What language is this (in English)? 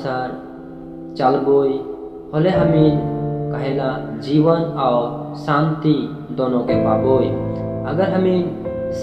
Sadri